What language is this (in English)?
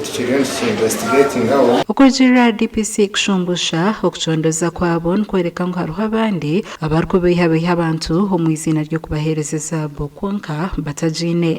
Nyankole